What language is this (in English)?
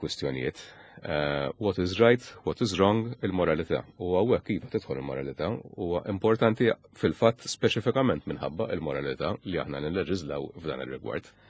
Maltese